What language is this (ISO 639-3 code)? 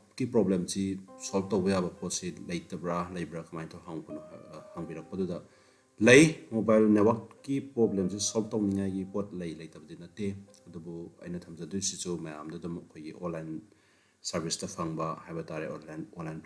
mni